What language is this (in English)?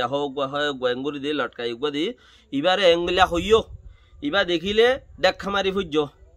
Rohingya